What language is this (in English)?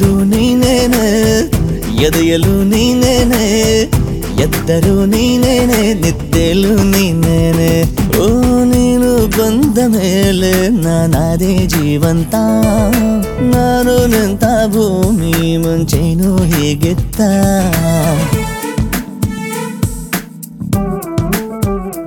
Kannada